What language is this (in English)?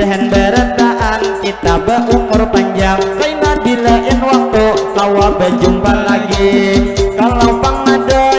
Banjar